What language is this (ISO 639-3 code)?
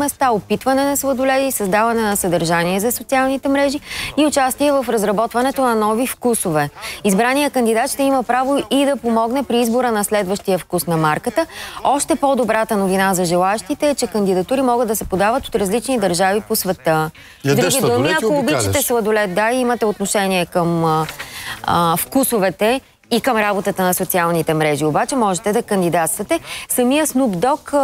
bul